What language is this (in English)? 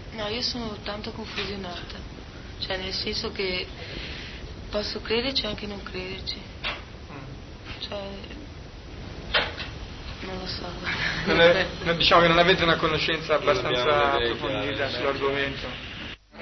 Italian